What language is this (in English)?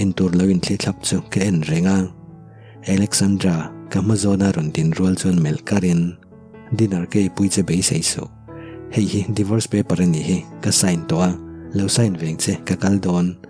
Mizo